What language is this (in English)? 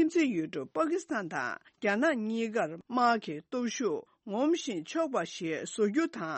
Tibetan